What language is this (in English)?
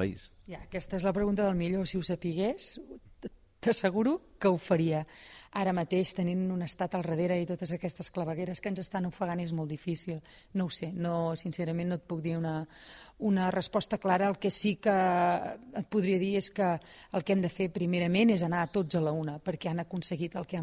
Catalan